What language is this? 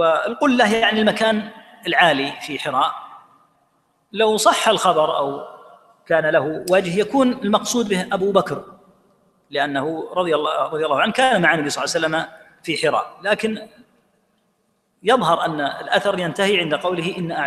Arabic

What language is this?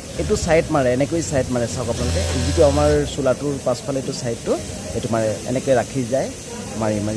Assamese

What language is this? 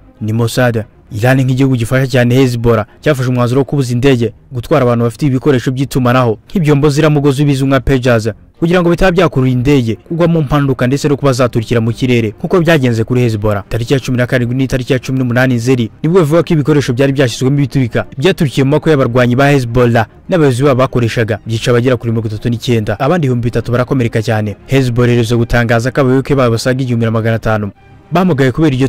Kinyarwanda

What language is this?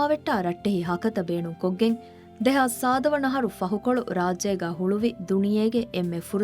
Divehi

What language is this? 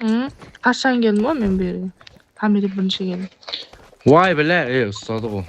Kara-Kalpak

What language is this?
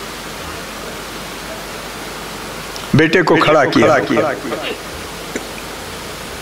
Hindi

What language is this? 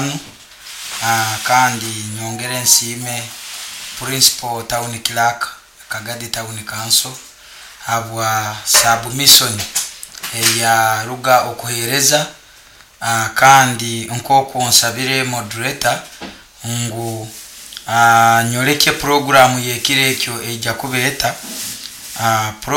Nyoro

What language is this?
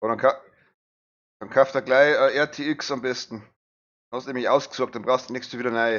Bavarian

